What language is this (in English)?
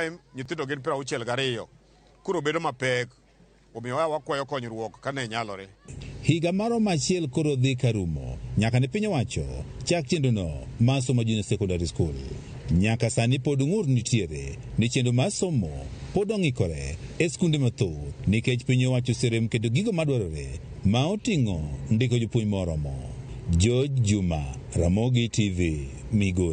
Luo (Kenya and Tanzania)